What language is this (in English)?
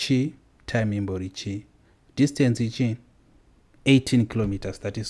Shona